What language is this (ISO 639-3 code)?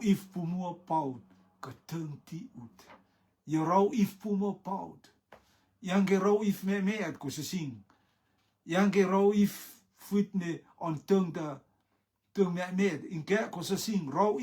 rtm